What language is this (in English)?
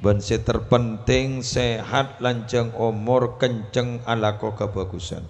Madurese